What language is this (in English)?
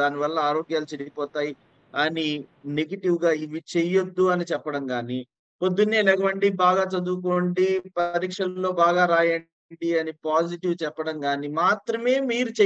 Telugu